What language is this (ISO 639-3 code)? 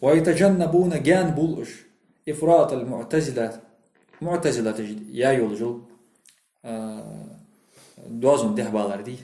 inh